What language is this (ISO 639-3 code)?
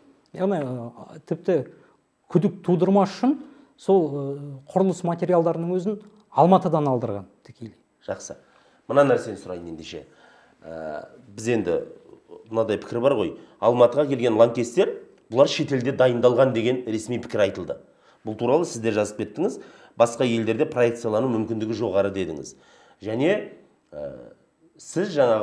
kaz